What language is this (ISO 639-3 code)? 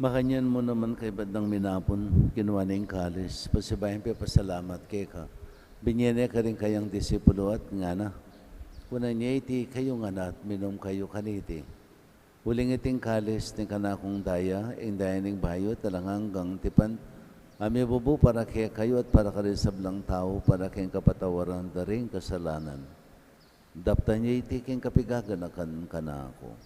pam